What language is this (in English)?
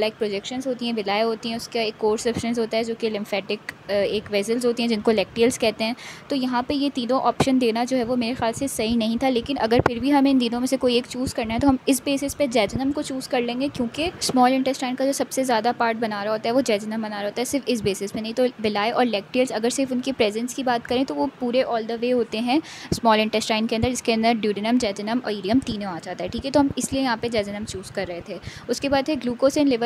Hindi